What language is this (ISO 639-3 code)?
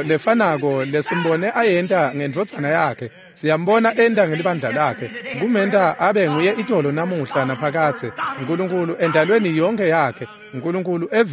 ssw